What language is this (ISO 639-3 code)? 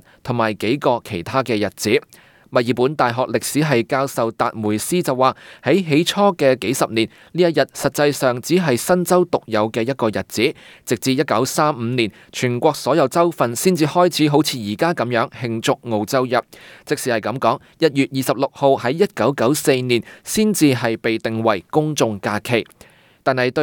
yue